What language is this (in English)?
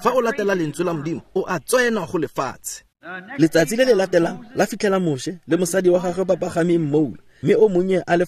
Tswana